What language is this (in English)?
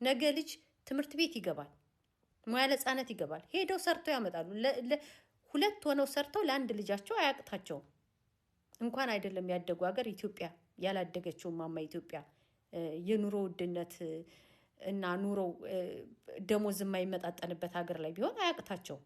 Amharic